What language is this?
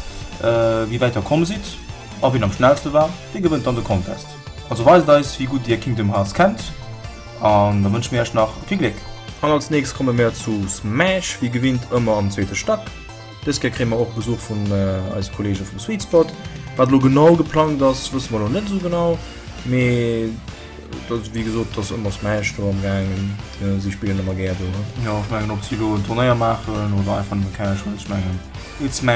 Luxembourgish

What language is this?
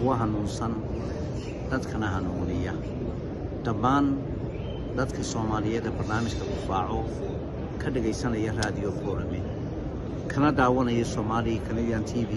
Somali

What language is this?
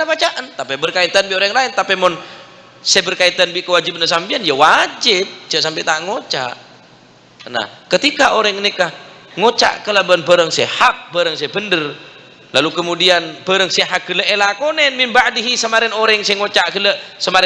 Madurese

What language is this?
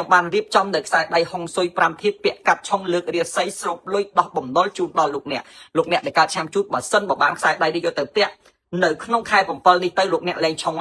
Khmer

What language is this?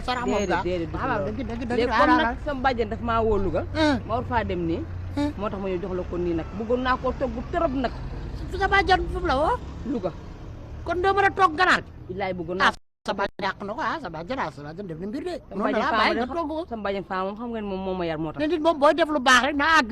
Wolof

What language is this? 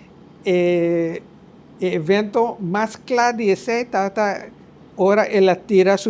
Papiamento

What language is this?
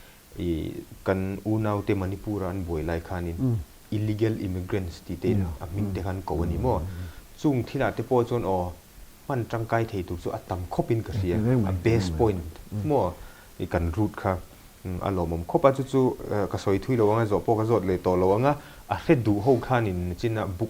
Mizo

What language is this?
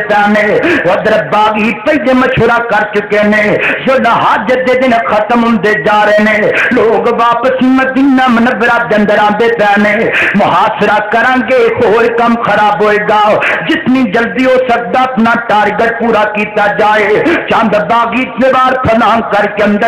Western Panjabi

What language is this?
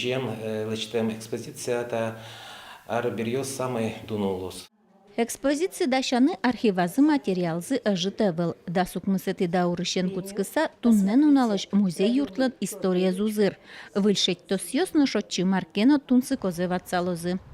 Udmurt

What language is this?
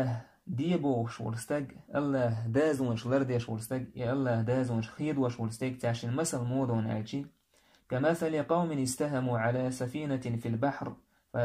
Chechen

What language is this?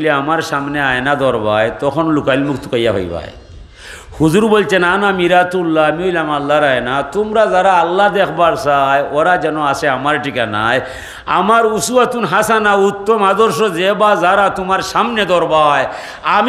Sylheti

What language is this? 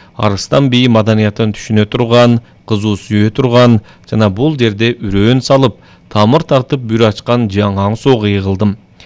Kyrgyz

